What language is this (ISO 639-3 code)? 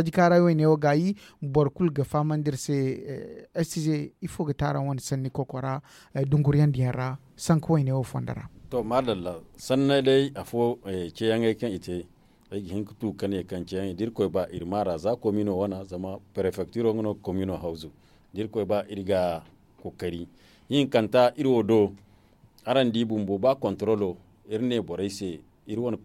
dje